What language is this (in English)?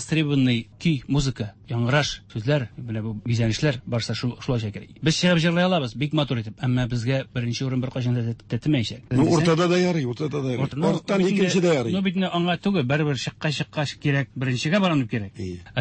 Tatar